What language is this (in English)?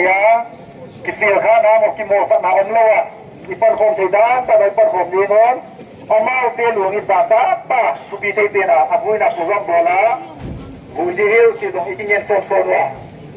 Paite Chin